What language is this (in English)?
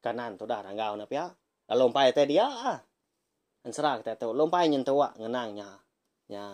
Iban